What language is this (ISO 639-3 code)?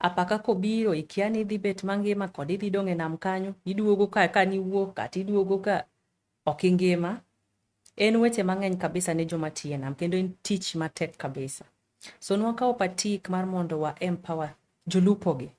luo